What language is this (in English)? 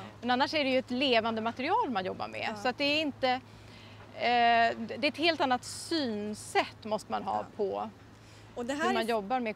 Swedish